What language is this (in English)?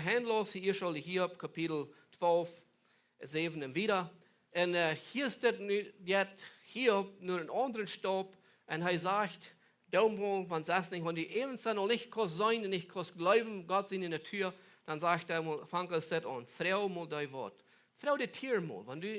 Plautdietsch